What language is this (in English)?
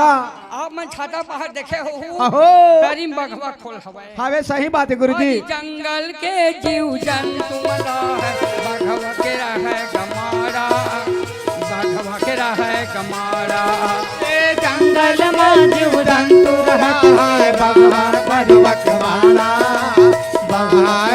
Chhattisgarhi